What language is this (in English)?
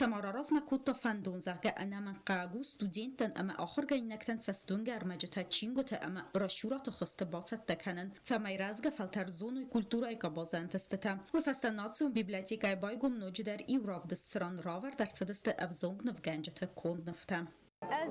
Ossetic